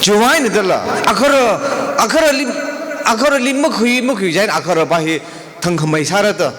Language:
Tangkhul Naga (India)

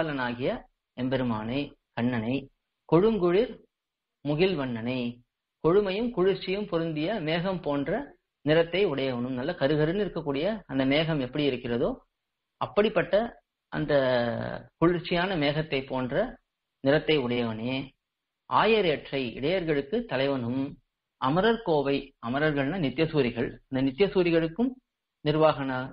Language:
Tamil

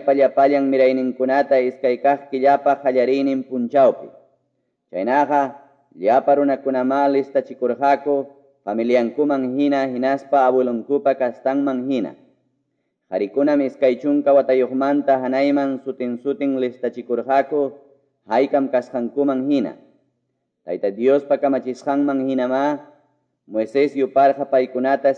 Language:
Quechua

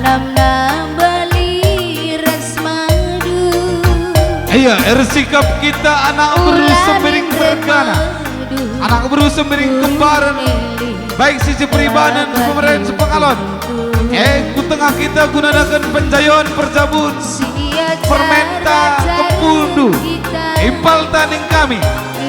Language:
Batak Karo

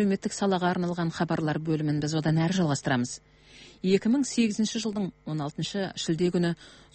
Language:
Kazakh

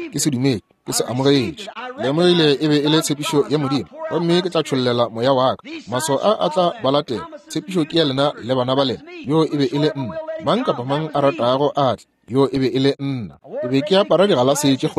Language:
Northern Sotho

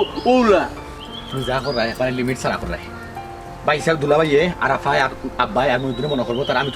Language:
Sylheti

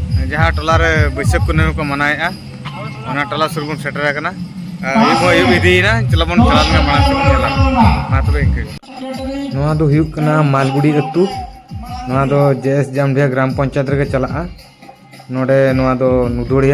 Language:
Santali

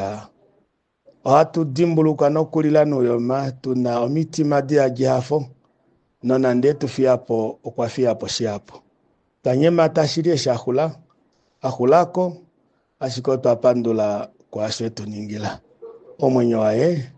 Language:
Kuanyama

